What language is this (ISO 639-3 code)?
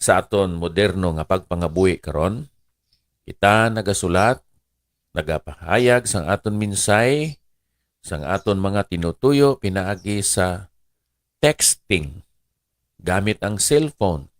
hil